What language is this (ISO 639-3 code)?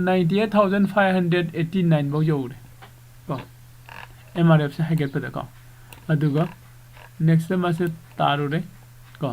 mni